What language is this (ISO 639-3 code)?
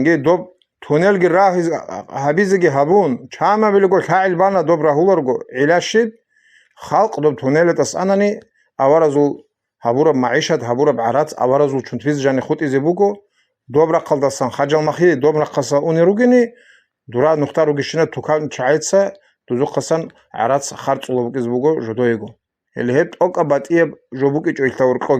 ava